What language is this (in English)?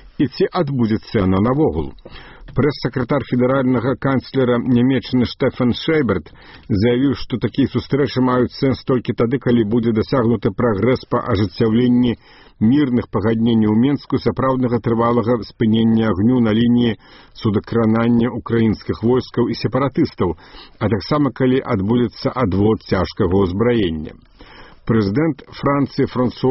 Belarusian